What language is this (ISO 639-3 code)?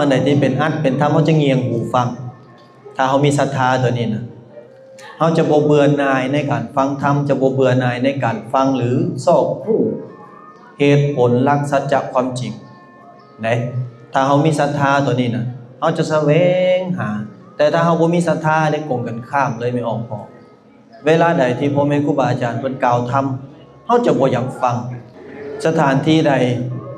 lao